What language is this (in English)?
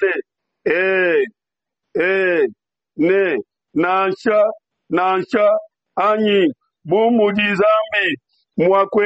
Luba-Lulua